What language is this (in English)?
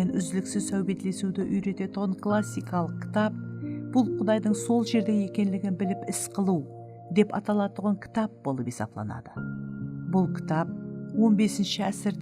Kara-Kalpak